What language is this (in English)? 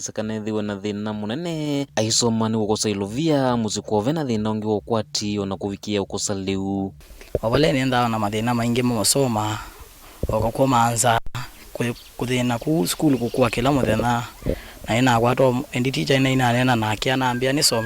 Kamba